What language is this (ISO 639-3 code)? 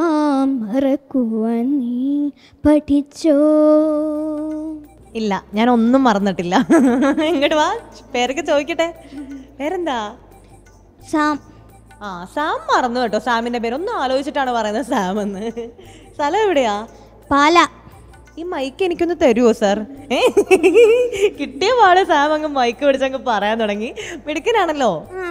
mal